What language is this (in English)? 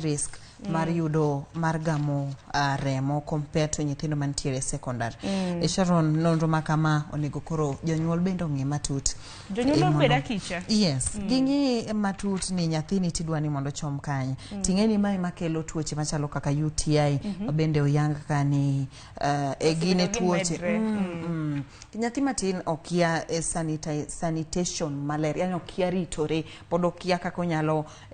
Luo (Kenya and Tanzania)